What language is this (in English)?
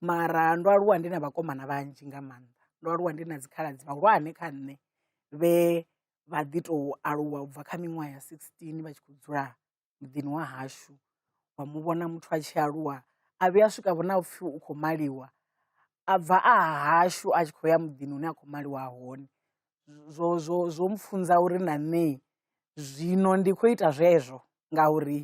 Venda